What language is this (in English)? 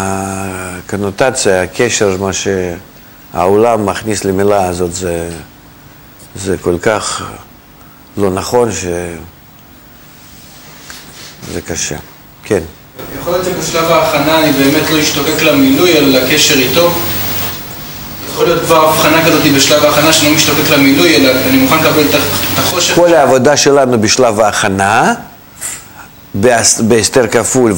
Hebrew